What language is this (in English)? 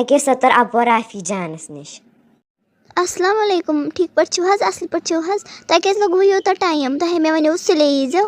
Kashmiri